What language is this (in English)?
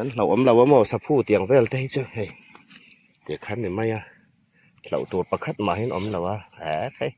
Hmar